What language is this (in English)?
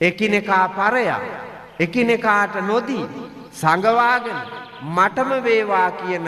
Sinhala